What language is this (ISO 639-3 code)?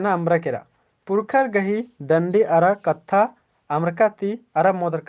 kru